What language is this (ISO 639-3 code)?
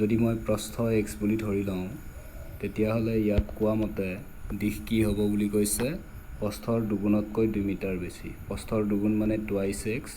asm